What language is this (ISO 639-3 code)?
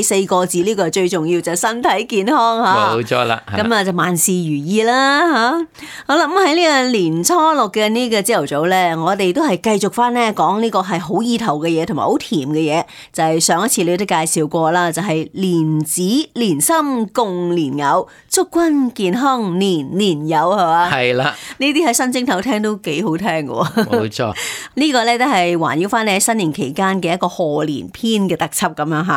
yue